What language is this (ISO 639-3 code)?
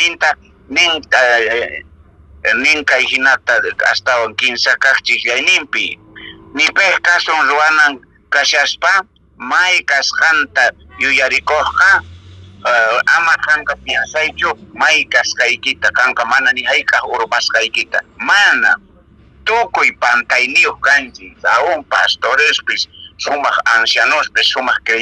que